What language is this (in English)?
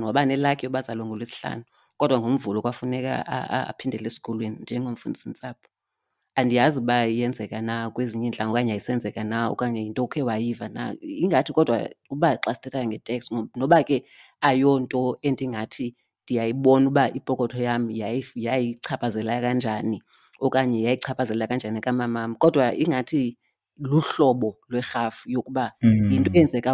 Xhosa